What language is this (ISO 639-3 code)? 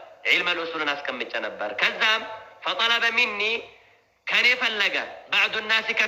amh